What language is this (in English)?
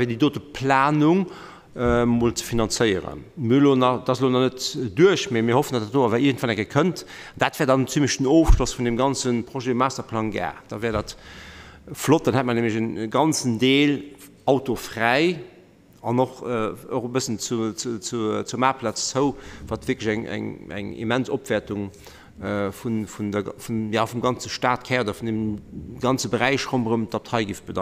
Luxembourgish